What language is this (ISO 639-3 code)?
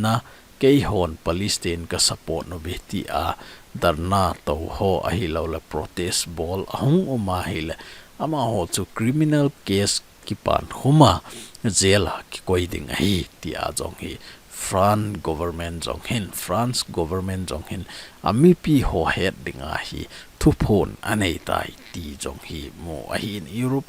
tcz